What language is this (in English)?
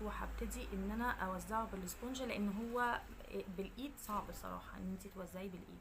Egyptian Arabic